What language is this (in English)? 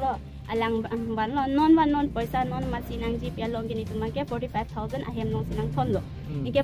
Karbi